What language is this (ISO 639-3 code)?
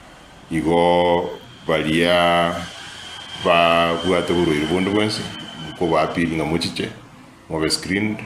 guz